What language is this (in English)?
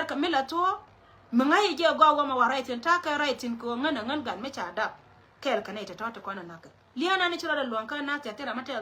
Nuer